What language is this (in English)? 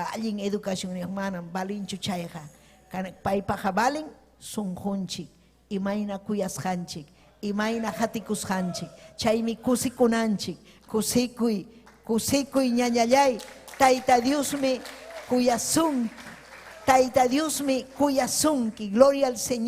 Ayacucho Quechua